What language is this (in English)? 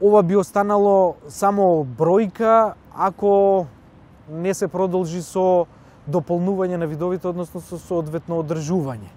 Macedonian